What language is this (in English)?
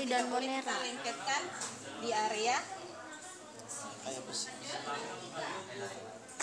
Indonesian